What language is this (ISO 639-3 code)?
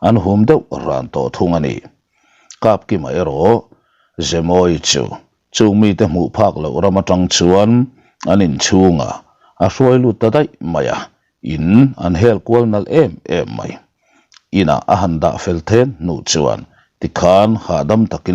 lus